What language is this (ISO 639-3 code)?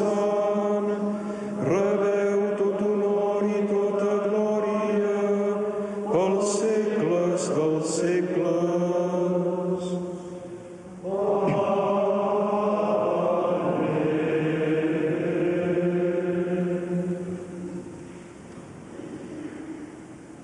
cat